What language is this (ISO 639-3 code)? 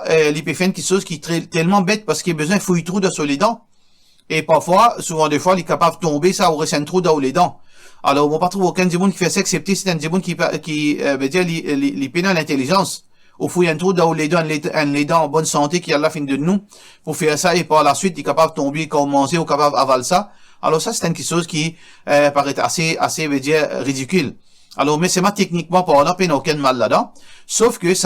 mfe